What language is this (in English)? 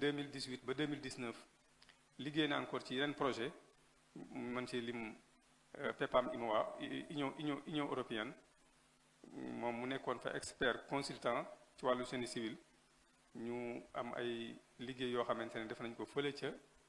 Wolof